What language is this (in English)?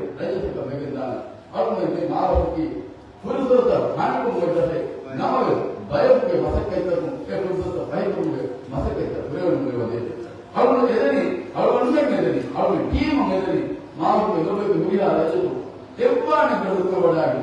Divehi